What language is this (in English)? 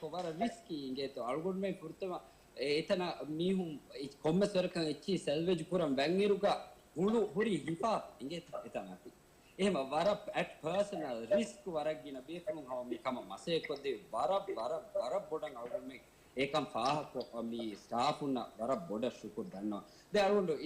Divehi